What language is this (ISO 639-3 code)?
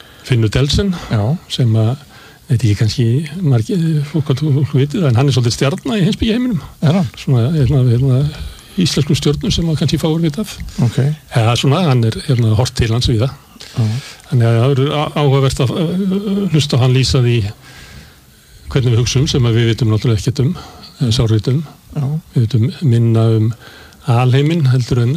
isl